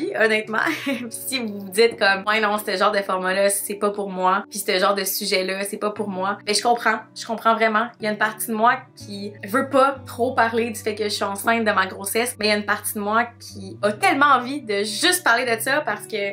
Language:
French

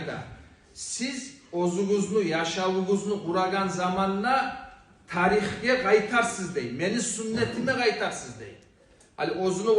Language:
Kumyk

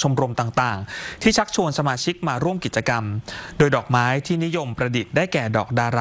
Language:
Thai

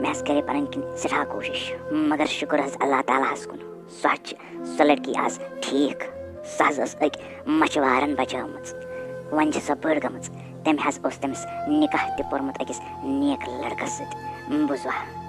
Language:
Kashmiri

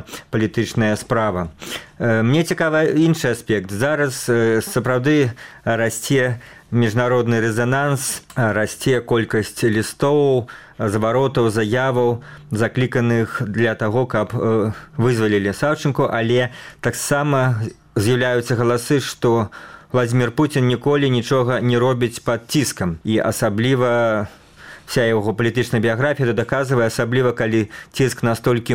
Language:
Belarusian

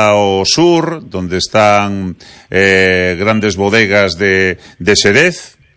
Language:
Galician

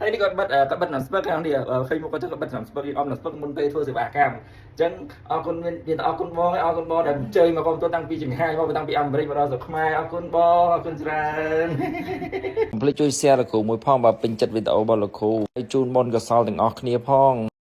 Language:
Khmer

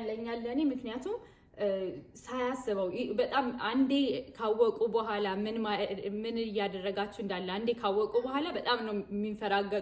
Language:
Amharic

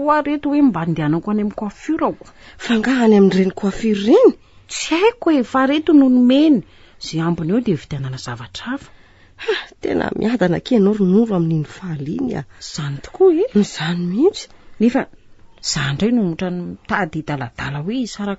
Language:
Malagasy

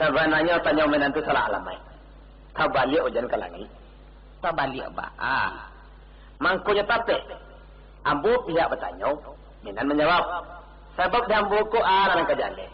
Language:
Minangkabau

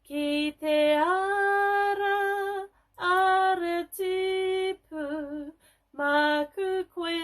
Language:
Māori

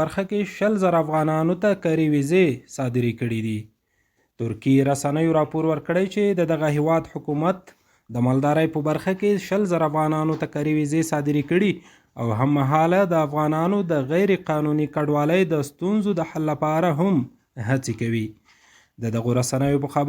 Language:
Pashto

